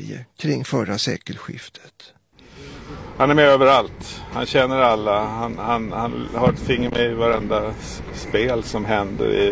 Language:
Swedish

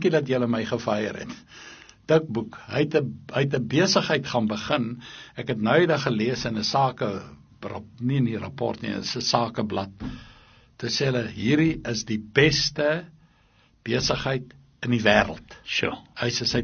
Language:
Afrikaans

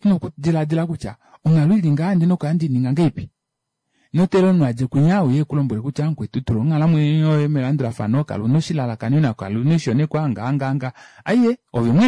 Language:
Kuanyama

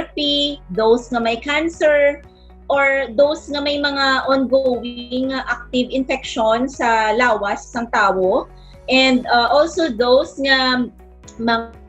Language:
Hiligaynon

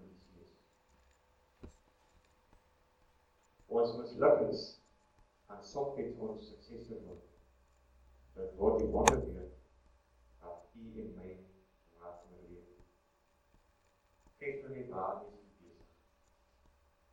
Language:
Afrikaans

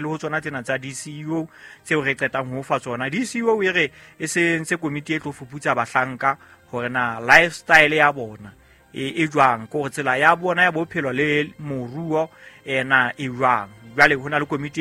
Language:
Southern Sotho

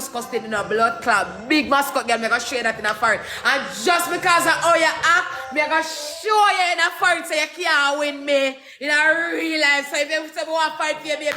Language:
Jamaican Creole English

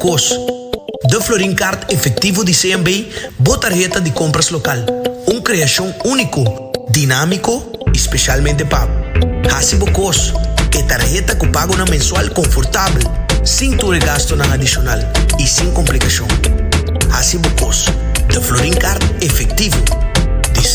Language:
Papiamento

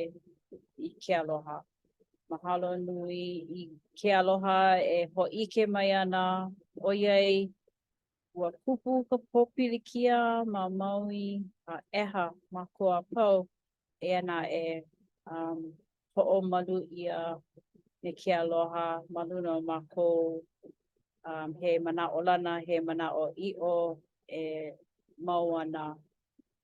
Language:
Hawaiian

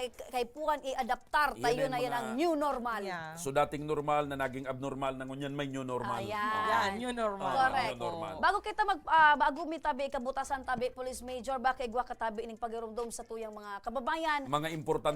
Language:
Bikol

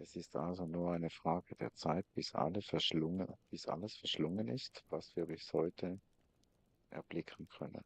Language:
Swiss German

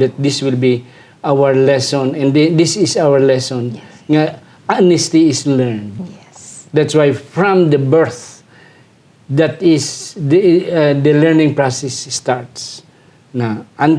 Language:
Hiligaynon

